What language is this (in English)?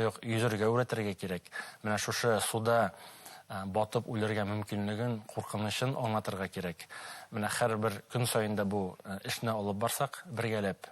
Bashkir